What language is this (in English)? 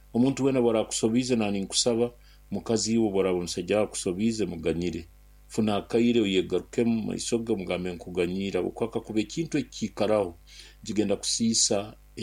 Nyoro